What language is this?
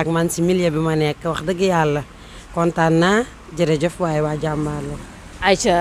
Wolof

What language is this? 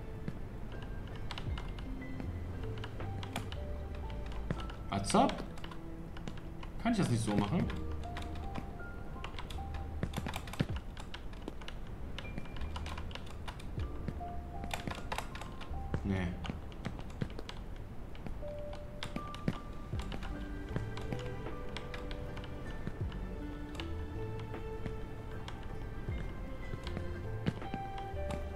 German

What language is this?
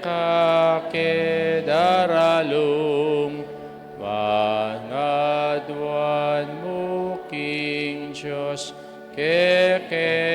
Pampanga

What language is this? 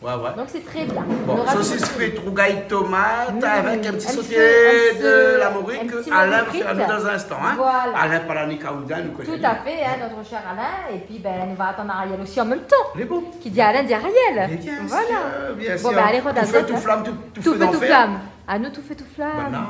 Réunion Creole French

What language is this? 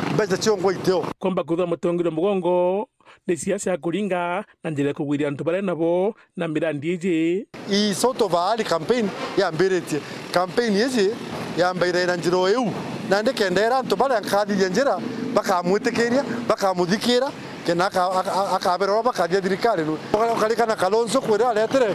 Meru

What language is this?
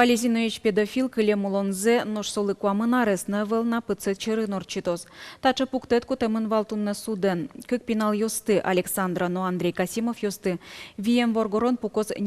Udmurt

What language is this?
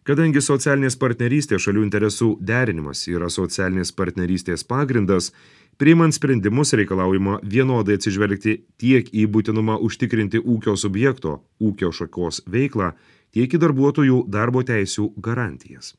Lithuanian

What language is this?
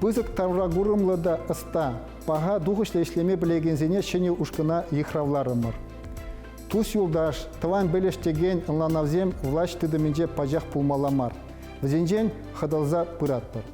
Chuvash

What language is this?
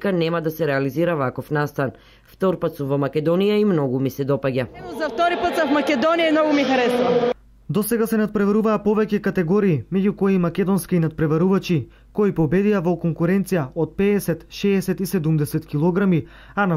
Macedonian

